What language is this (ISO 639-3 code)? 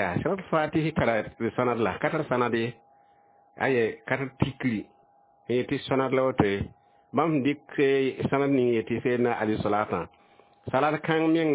mos